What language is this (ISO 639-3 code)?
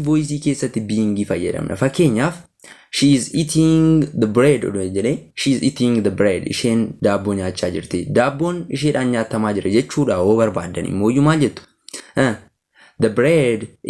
orm